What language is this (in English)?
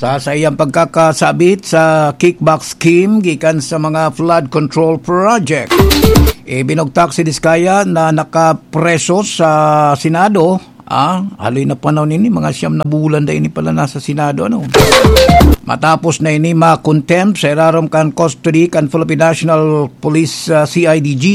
Bikol